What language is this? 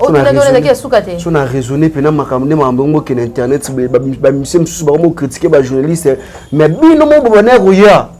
Lingala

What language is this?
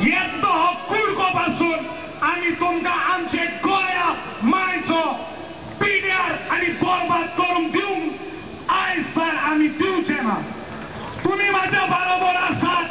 Konkani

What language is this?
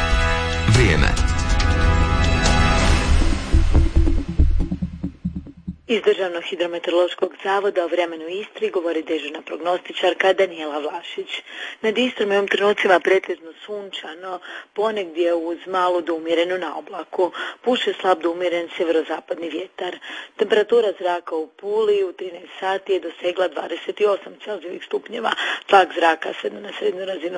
Croatian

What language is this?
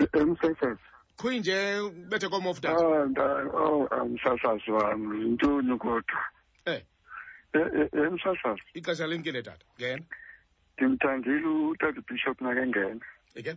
Xhosa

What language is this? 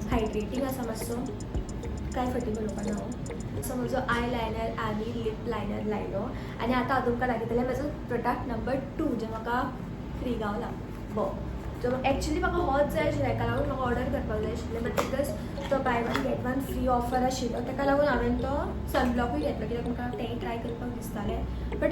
Konkani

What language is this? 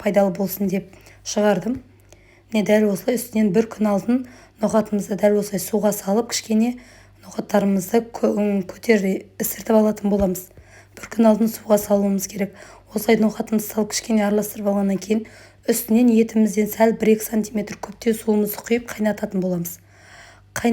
Kazakh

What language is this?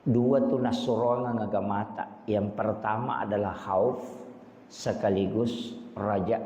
Buginese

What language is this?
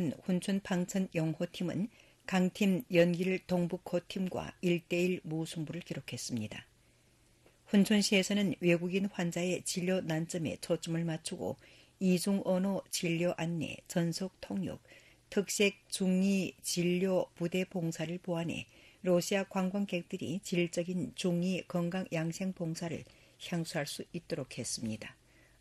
Korean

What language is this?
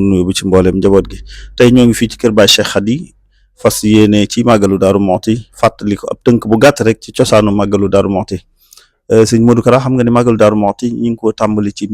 Wolof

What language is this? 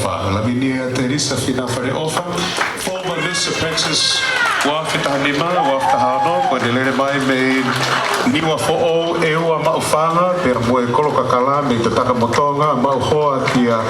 Tongan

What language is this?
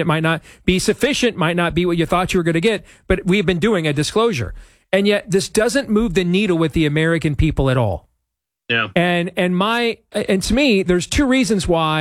English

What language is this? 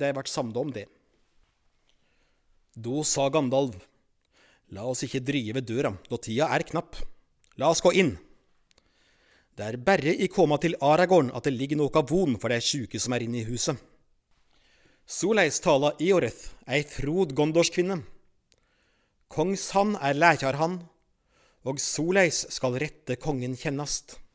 Norwegian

